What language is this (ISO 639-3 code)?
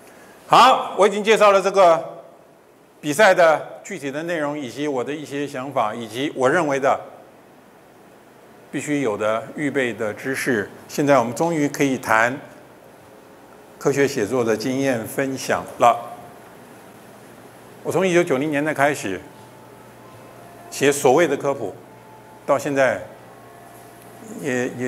zho